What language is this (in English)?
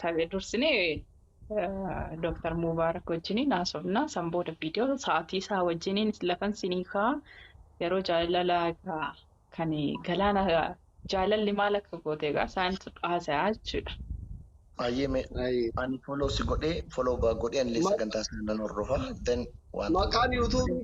Oromo